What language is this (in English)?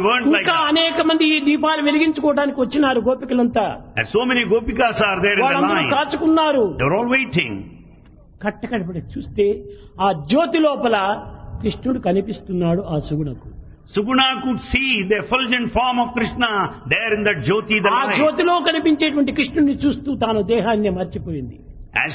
Telugu